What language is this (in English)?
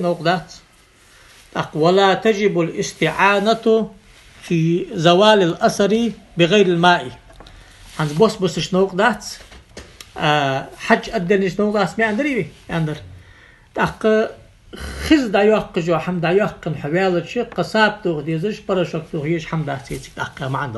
Ingush